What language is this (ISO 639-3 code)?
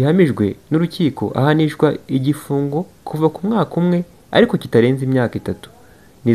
kin